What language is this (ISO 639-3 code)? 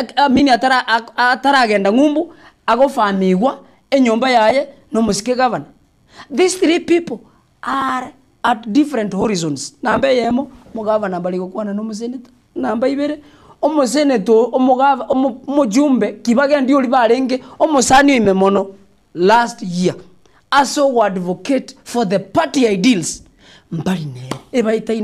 guz